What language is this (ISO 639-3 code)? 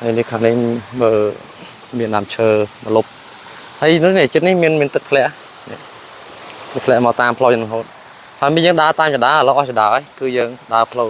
khm